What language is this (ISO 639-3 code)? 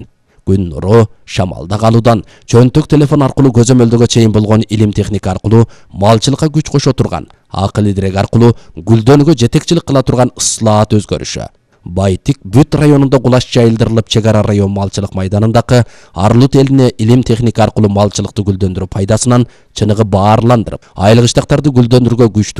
kir